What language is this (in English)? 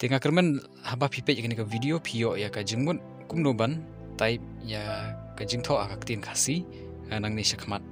Khasi